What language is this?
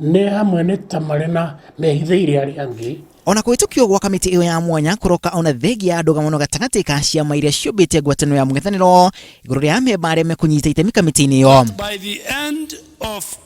Kikuyu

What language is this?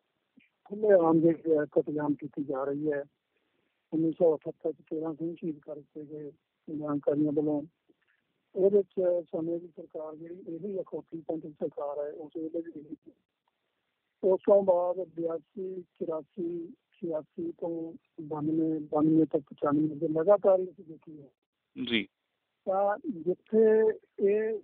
Punjabi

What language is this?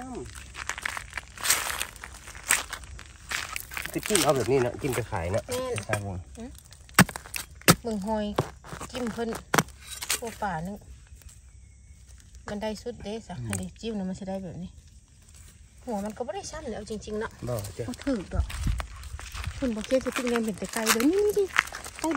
Northeastern Thai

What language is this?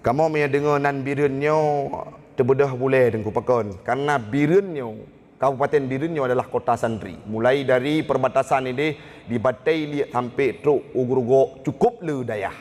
Achinese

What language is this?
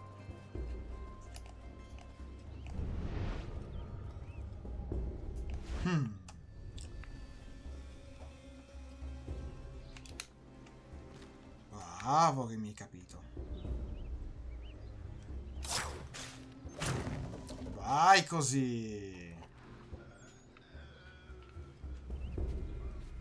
Italian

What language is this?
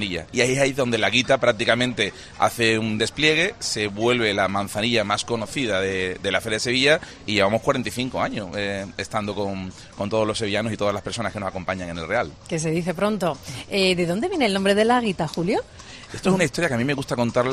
Spanish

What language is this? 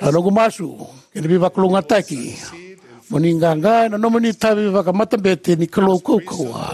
Fijian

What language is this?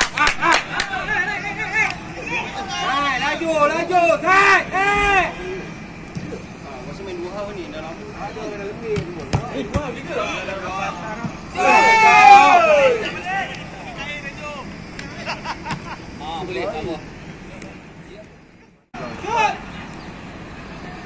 Malay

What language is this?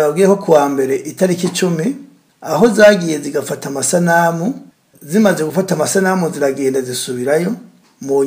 Rundi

